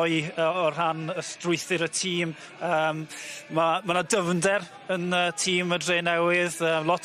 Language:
Welsh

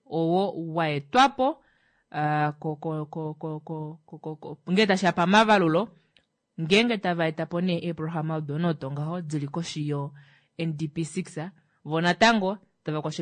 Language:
Kuanyama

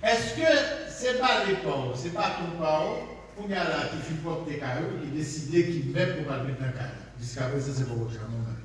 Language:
Haitian Creole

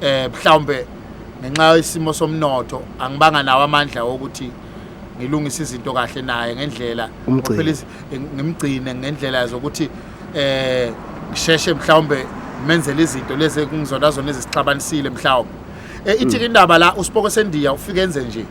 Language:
Zulu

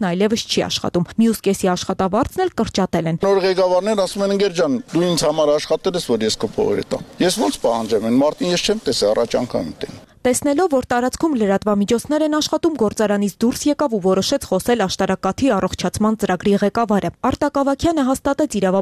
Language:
Armenian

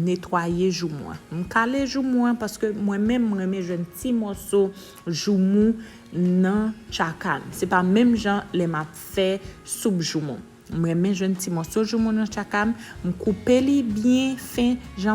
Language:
Haitian Creole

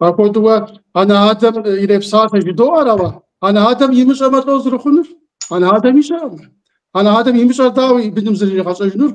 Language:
Kabardian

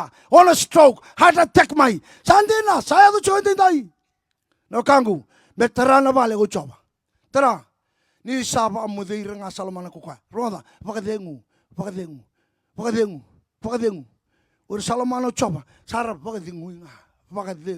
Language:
Fijian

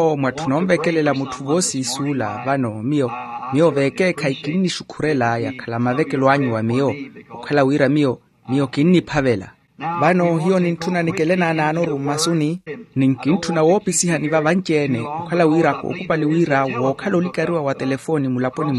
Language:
Makhuwa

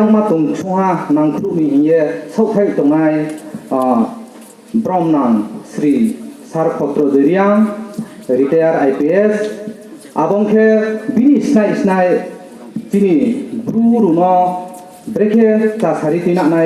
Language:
Riang (India)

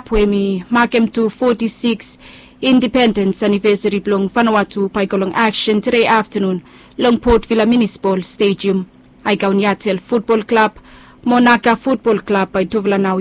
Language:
Bislama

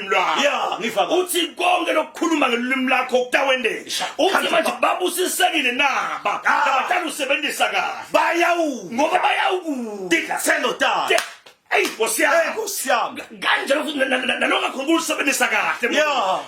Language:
Zulu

